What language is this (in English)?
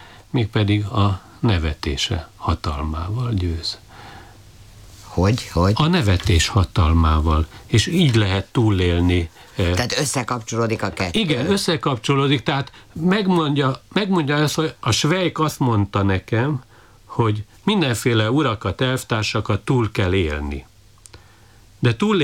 Hungarian